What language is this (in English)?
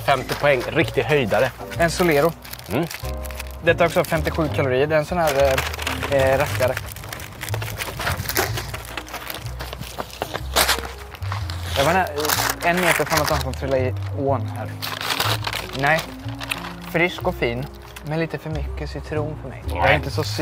Swedish